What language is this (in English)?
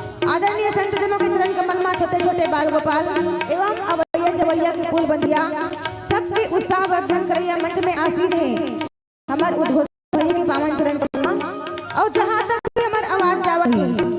Chhattisgarhi